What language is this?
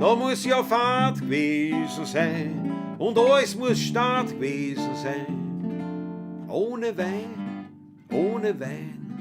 Bavarian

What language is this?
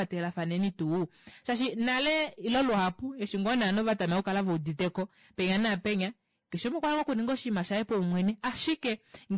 Kuanyama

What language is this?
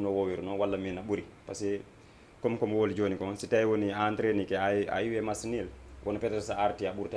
Fula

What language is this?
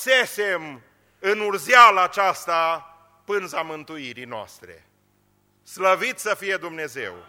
Romanian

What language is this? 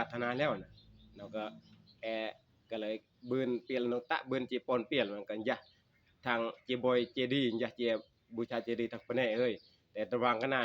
Northeastern Thai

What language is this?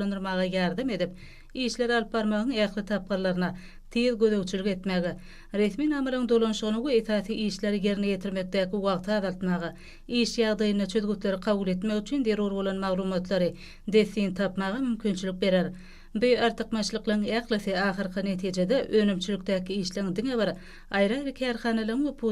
Turkmen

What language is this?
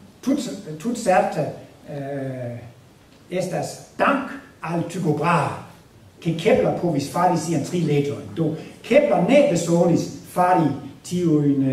Esperanto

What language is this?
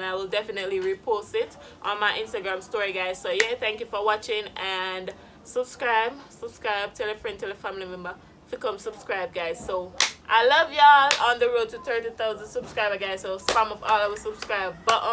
Jamaican Creole English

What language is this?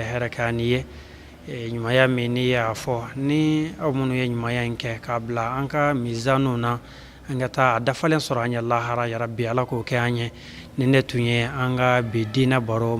Bambara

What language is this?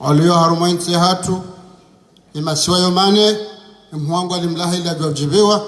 Ngazidja Comorian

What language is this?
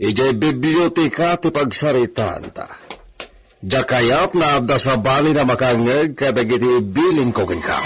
Iloko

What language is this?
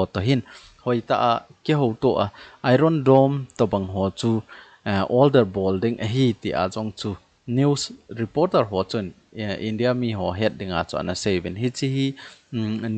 Thado Chin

